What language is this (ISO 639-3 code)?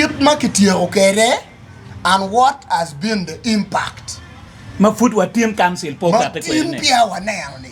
ach